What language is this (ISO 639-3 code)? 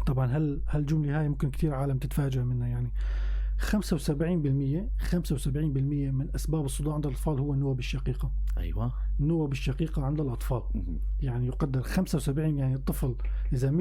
apc